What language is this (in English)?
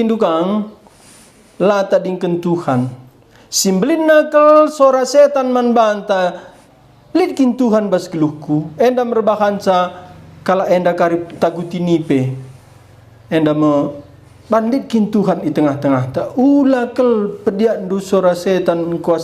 Batak Karo